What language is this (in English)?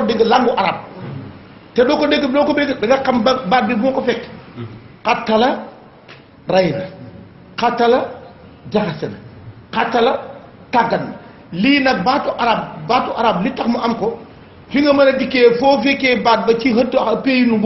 Wolof